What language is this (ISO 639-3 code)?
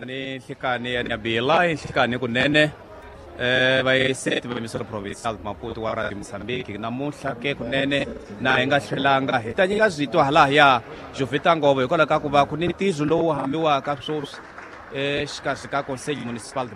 tso